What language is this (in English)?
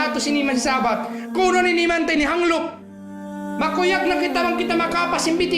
Tausug